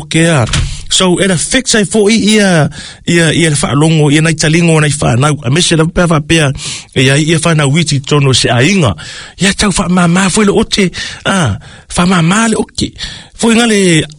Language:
Samoan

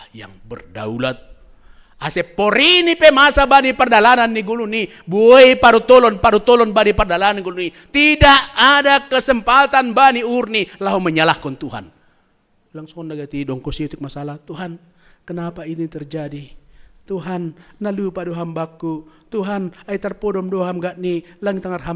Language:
Batak Simalungun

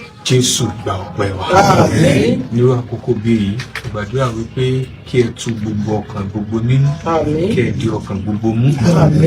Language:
Yoruba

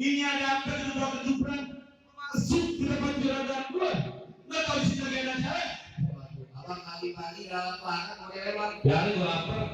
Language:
Betawi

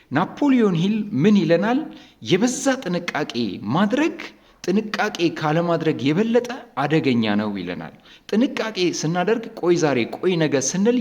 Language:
Amharic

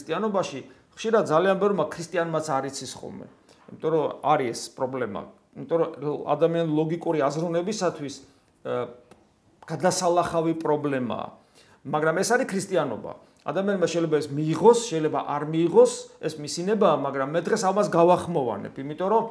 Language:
Georgian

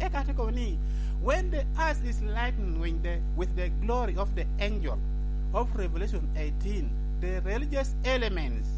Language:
Lango (Uganda)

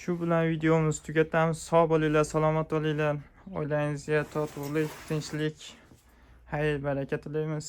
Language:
Uzbek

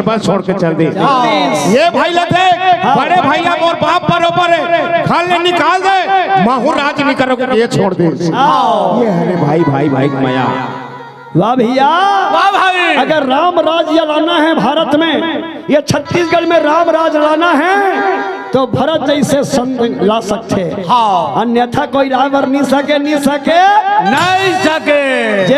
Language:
Chhattisgarhi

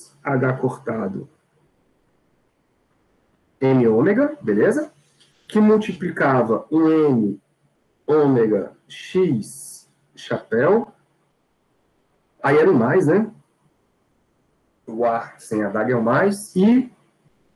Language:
Portuguese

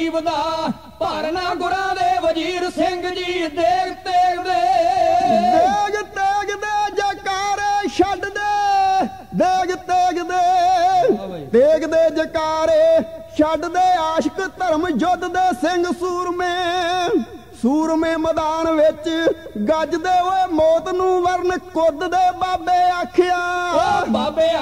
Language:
Punjabi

